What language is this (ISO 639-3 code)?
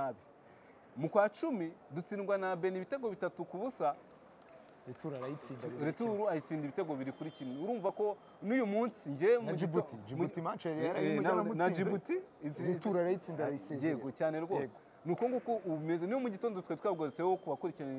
kin